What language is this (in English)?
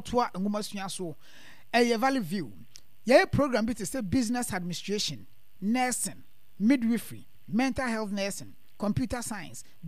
Akan